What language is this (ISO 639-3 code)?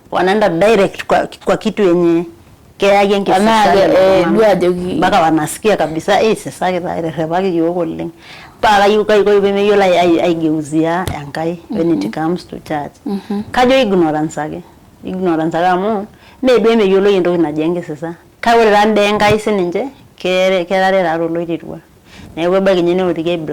mas